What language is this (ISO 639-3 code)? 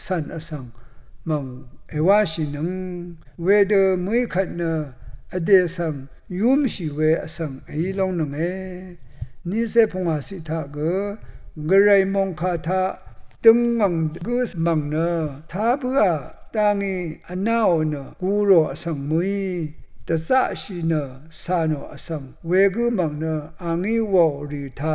raw